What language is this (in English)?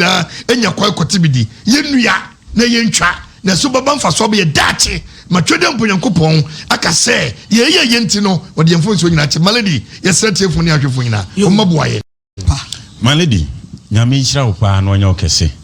Akan